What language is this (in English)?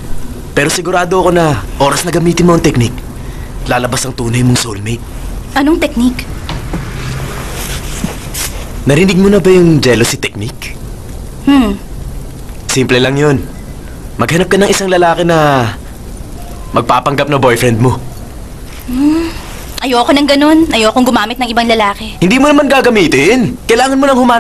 Filipino